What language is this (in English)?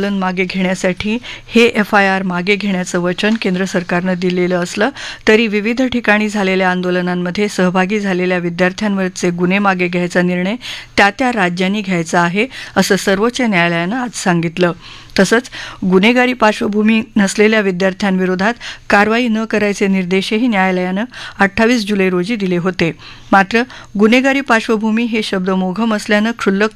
Marathi